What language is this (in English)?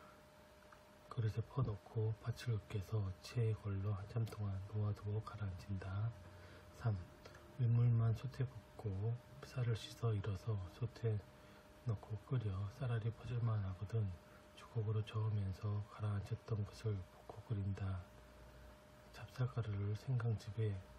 Korean